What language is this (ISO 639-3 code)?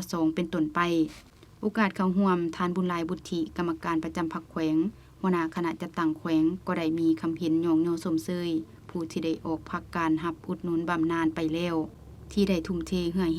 lao